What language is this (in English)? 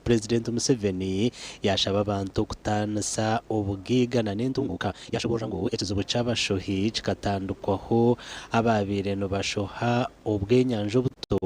Nyankole